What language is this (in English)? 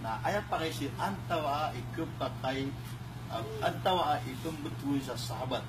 Maranao